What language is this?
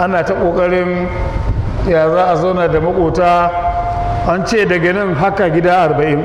Hausa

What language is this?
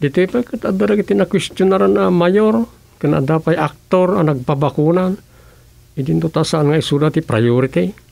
Iloko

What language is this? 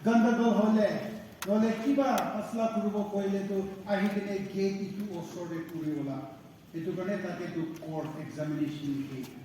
Naga Pidgin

